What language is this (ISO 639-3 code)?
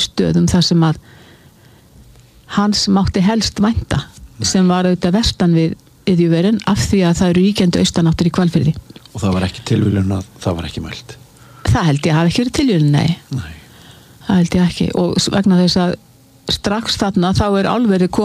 isl